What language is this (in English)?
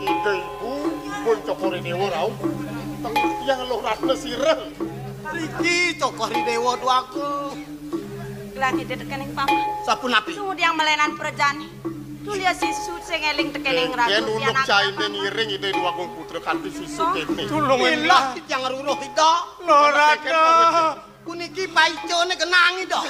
Balinese